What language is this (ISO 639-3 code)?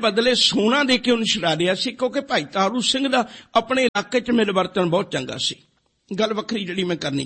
pan